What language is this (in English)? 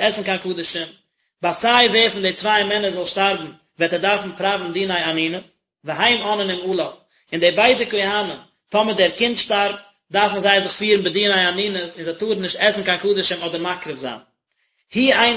Yiddish